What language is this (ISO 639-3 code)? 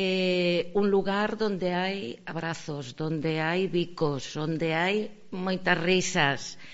glg